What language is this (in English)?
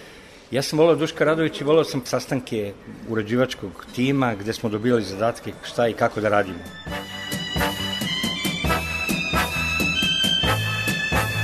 Serbian